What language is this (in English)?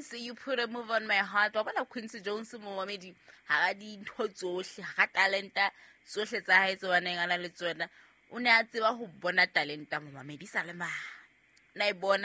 Southern Sotho